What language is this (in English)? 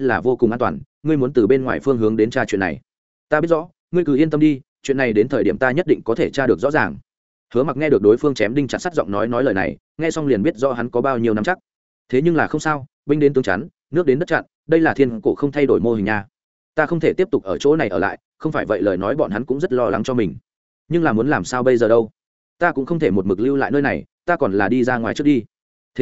Vietnamese